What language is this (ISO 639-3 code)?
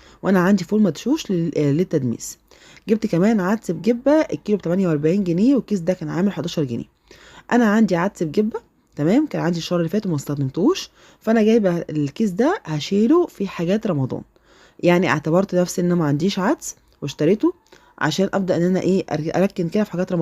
arz